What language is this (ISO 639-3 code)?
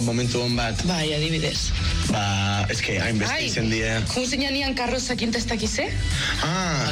eus